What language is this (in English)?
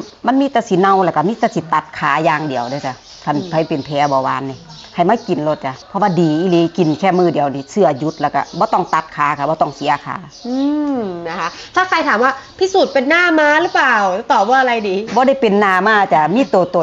Northeastern Thai